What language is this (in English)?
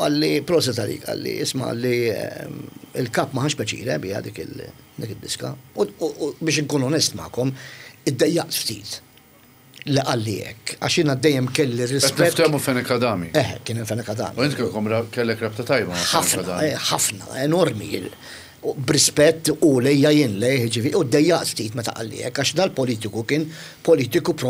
Maltese